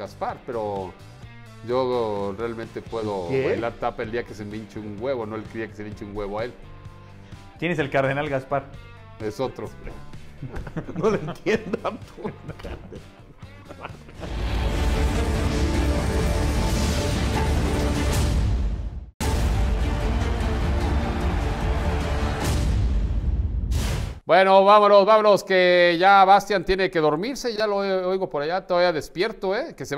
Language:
Spanish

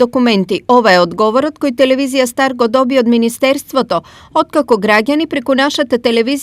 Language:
Macedonian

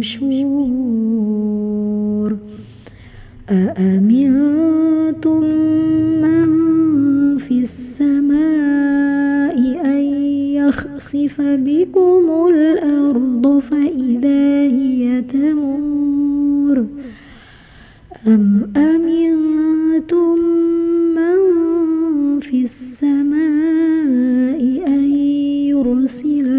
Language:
Arabic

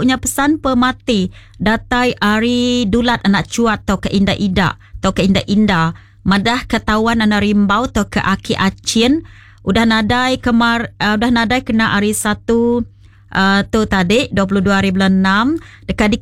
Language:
Iban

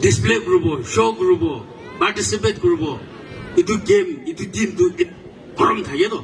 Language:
Naga Pidgin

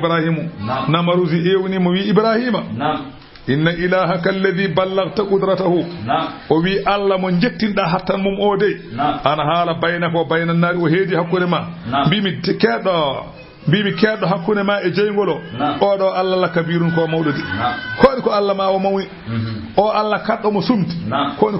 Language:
Fula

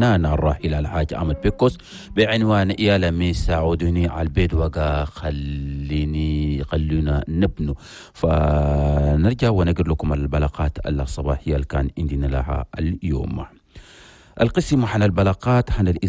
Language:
Chadian Arabic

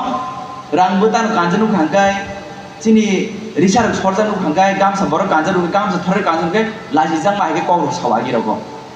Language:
Kok Borok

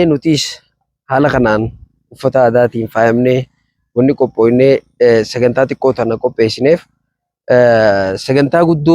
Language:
Oromo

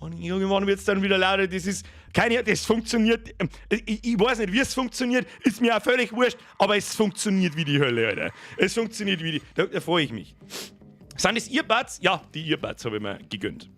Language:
Bavarian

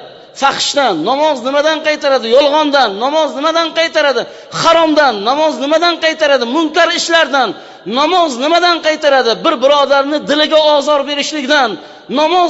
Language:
Uzbek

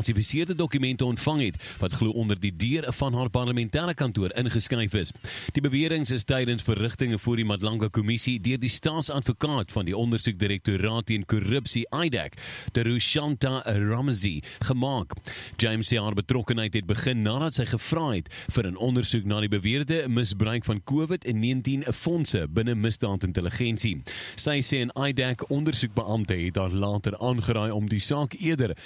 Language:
Afrikaans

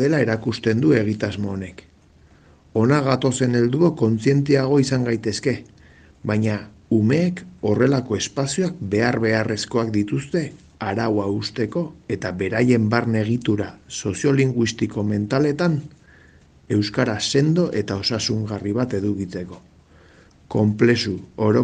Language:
Basque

